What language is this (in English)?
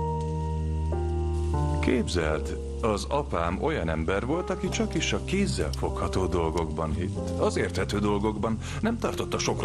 Hungarian